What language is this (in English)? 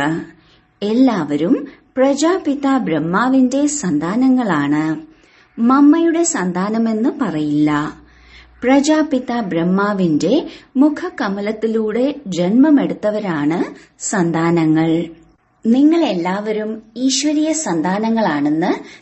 Malayalam